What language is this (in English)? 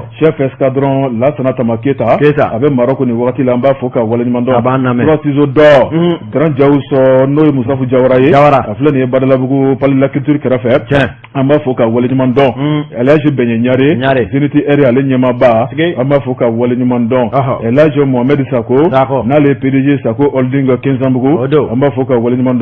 Bambara